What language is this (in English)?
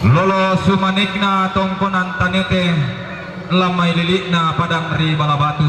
Toraja-Sa'dan